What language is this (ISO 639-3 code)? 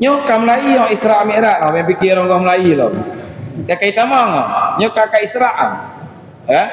ace